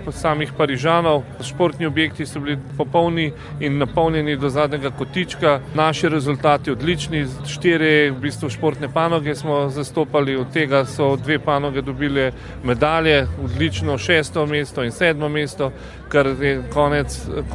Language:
Slovenian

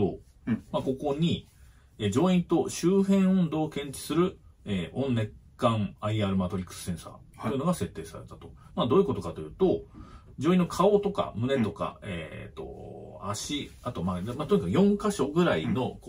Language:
Japanese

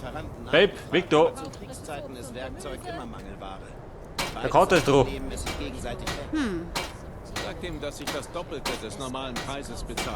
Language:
Bavarian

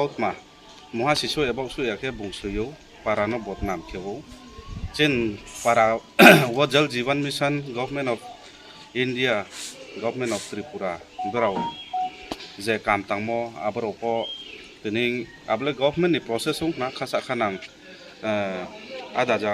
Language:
Riang (India)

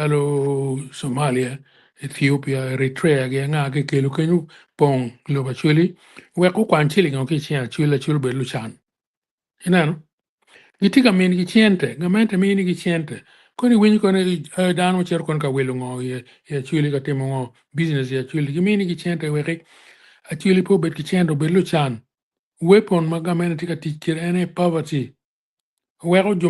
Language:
Acoli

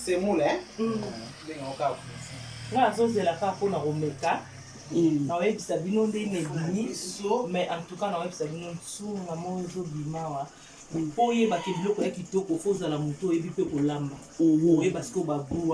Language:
Lingala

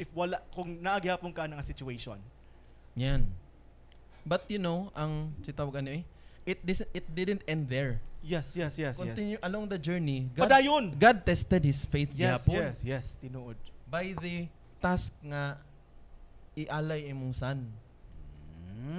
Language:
Cebuano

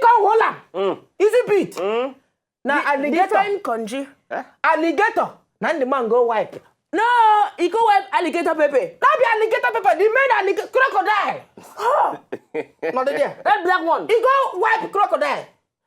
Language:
Nigerian Pidgin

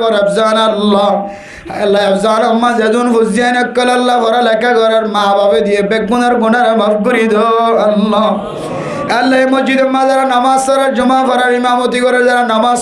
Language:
Rohingya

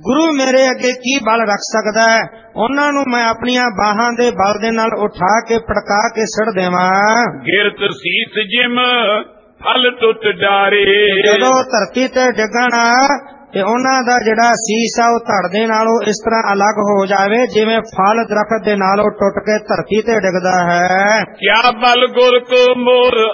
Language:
Punjabi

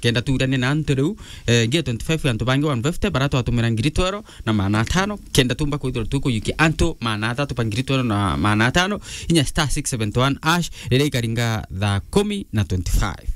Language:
Meru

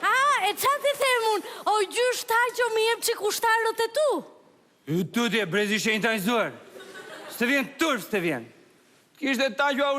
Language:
Albanian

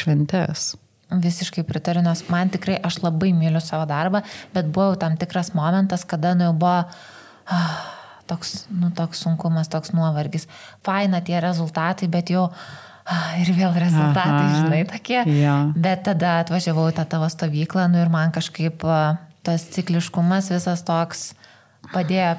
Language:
Lithuanian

